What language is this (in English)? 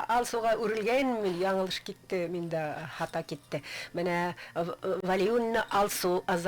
Bashkir